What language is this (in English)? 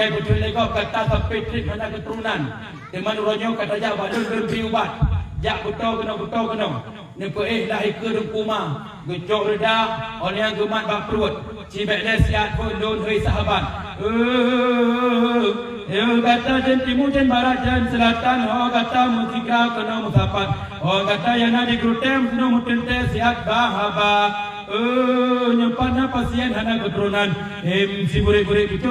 Achinese